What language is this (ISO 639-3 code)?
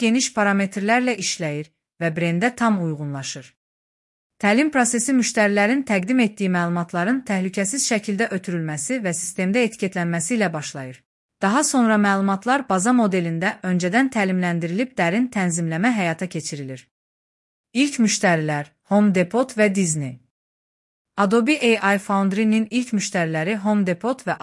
aze